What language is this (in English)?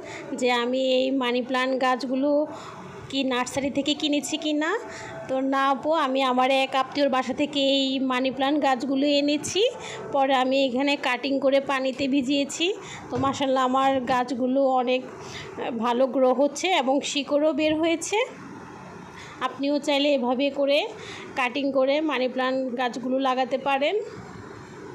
Bangla